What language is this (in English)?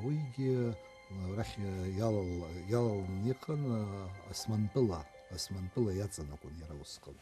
Abkhazian